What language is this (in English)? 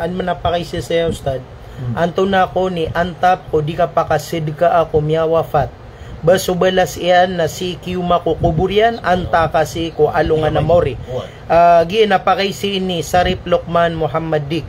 Maranao